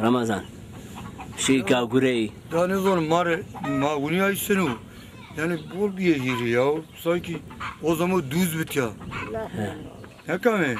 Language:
Zaza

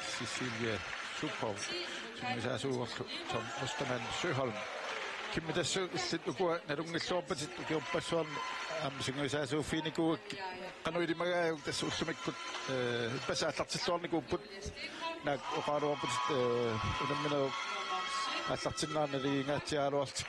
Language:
Kalaallisut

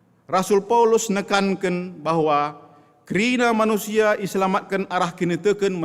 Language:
Batak Karo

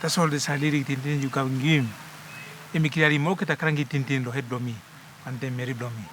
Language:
Tok Pisin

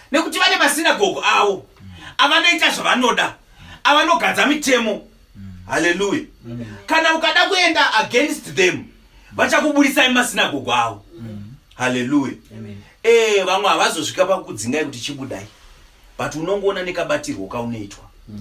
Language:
Shona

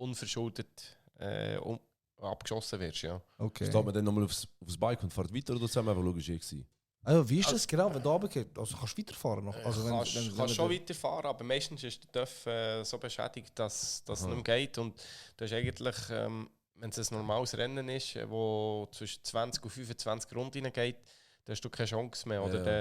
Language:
Swiss German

